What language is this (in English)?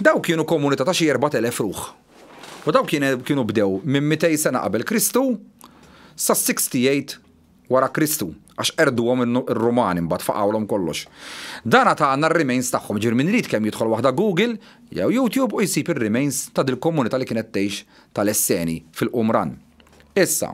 Maltese